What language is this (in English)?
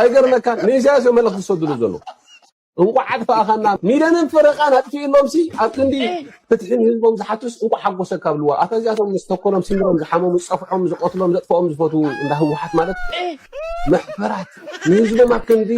Tigrinya